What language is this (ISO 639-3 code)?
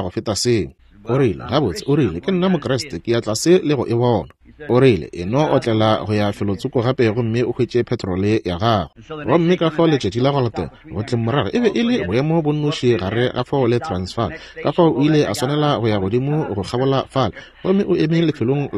nso